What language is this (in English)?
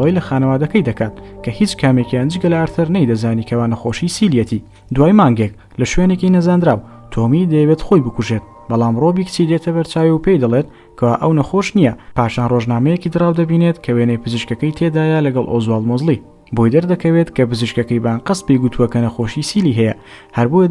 Central Kurdish